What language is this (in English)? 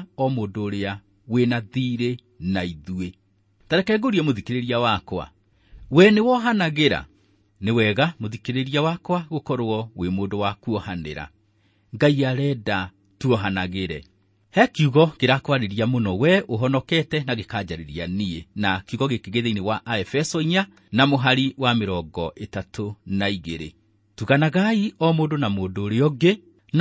Kikuyu